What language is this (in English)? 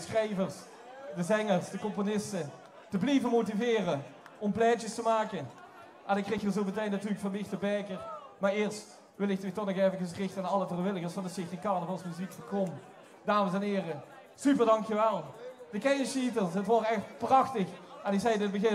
Limburgish